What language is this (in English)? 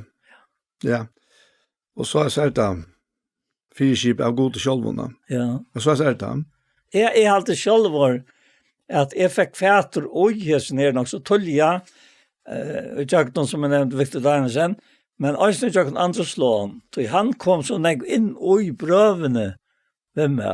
Faroese